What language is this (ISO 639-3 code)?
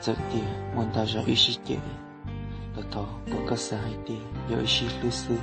hmn